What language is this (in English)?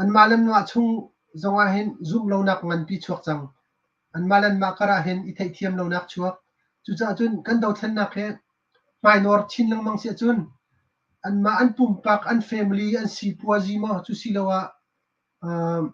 Hakha Chin